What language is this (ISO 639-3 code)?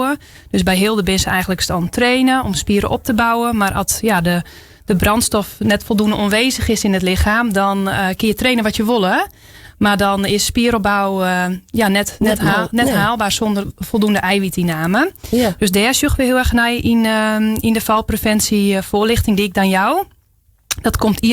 fry